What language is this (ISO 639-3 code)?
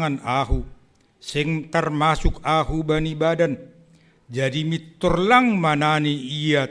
bts